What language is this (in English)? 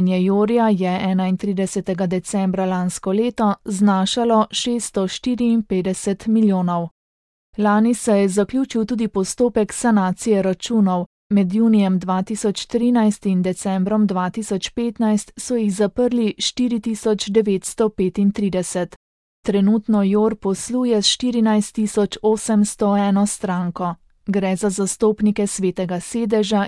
Slovenian